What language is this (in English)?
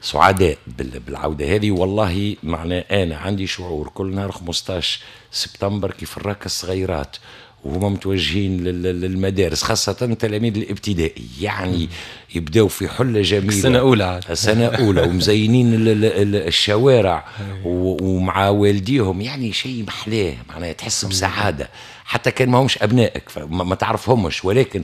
Tunisian Arabic